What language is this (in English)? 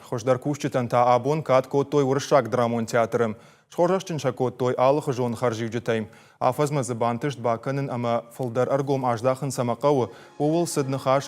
Ossetic